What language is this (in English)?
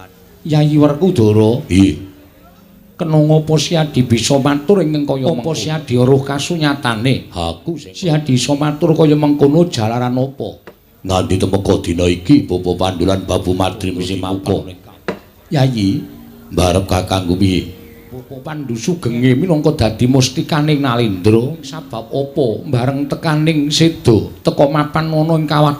Javanese